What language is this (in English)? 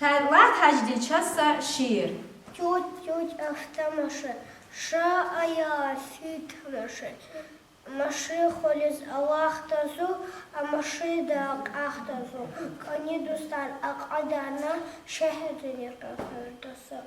Lezghian